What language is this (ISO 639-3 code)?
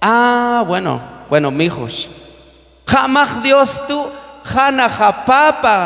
kjb